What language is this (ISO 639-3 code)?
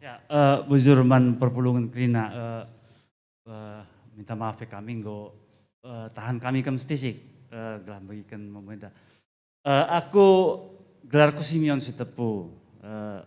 btx